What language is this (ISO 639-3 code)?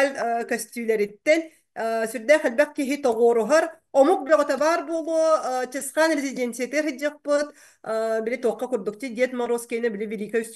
sah